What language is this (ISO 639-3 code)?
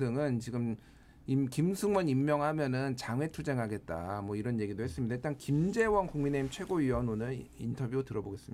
kor